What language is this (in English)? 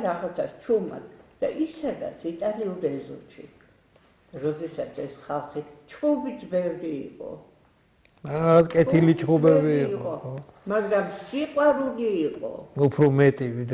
Georgian